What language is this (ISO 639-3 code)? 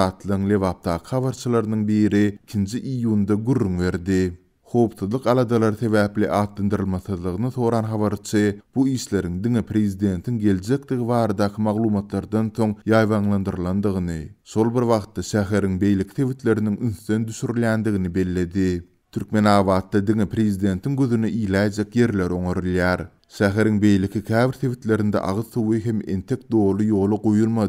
tuk